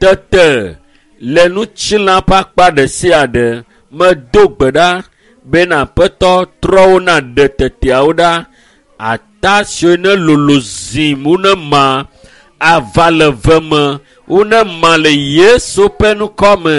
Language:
Ewe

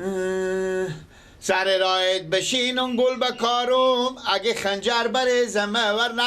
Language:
Persian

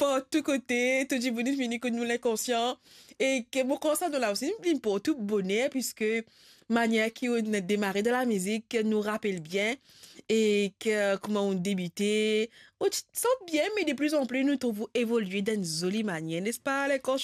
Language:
Morisyen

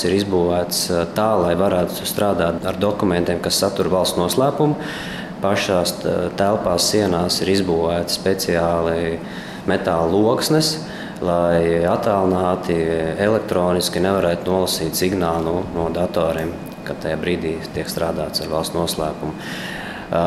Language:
Latvian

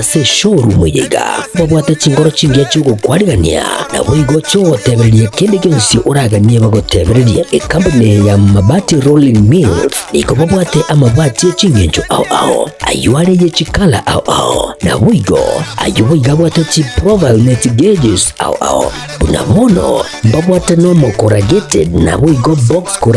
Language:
Gusii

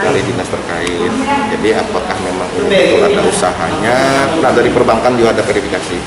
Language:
Banjar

